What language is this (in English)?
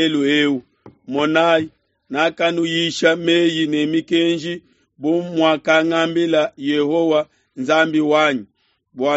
Luba-Lulua